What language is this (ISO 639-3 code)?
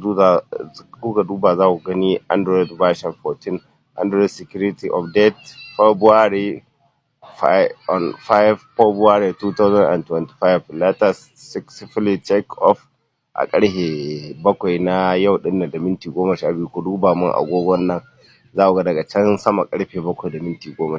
hau